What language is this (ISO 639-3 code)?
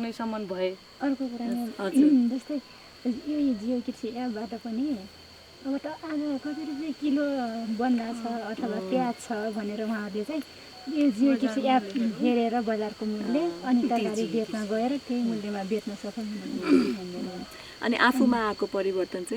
nep